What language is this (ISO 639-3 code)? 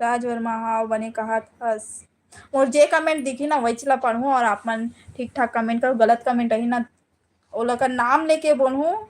hne